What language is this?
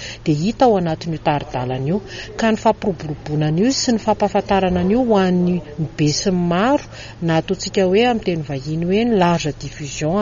Malagasy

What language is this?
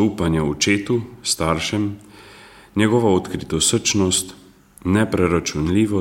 Slovenian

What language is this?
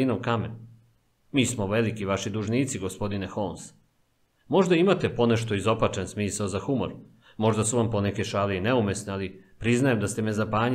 Serbian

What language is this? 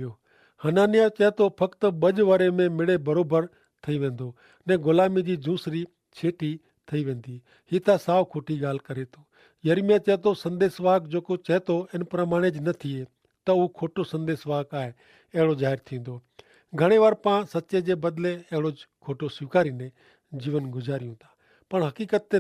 Kachhi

